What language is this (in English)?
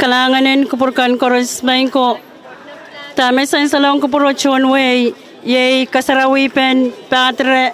Pohnpeian